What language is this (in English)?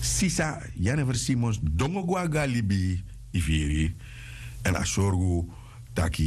Sranan Tongo